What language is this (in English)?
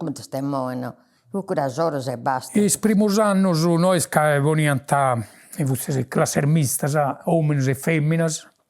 Sardinian